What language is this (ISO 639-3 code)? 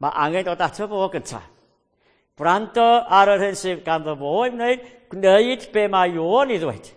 cym